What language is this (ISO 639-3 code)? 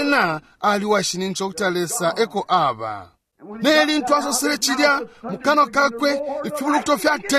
bem